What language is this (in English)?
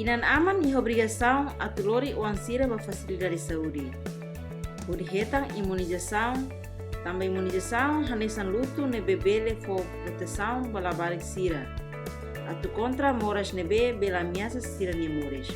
Tetum